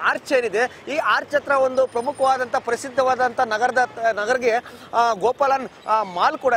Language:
Kannada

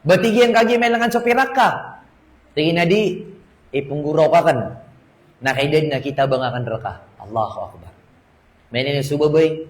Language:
Maranao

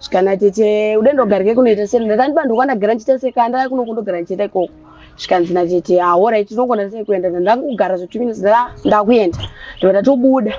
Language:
Shona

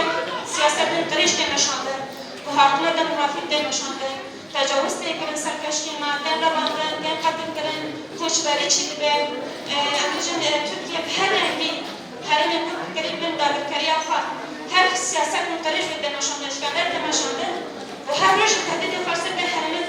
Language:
Kurdish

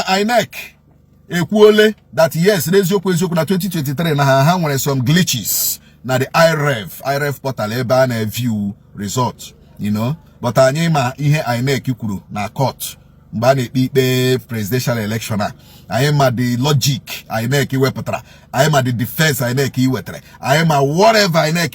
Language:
Igbo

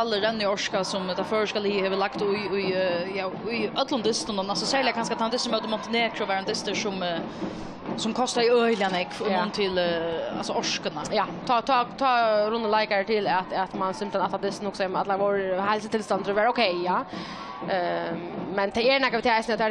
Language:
Faroese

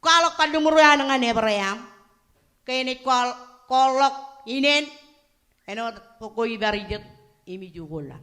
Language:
Marshallese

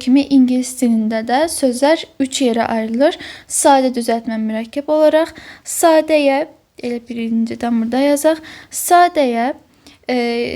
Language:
Azerbaijani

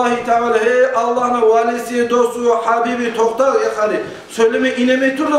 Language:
Kumyk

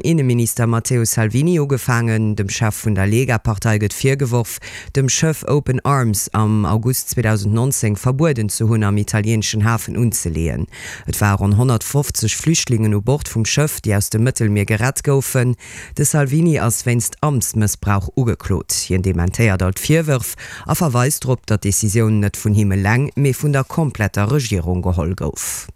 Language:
Luxembourgish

